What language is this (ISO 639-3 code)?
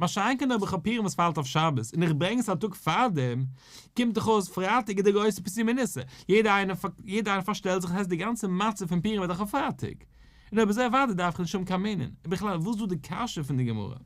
yid